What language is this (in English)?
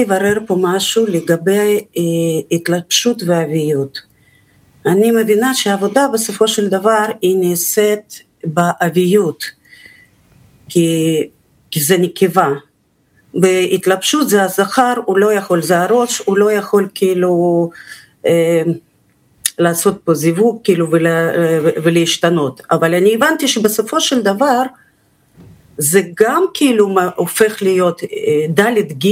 Hebrew